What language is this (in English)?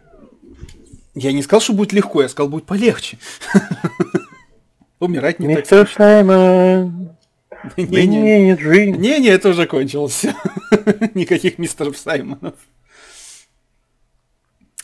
Russian